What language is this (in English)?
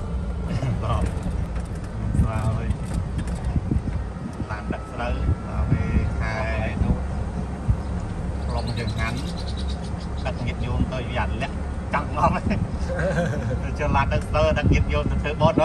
Vietnamese